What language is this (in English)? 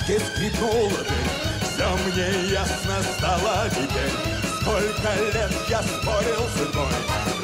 Russian